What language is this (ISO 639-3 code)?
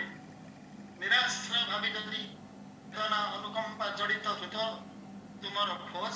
ori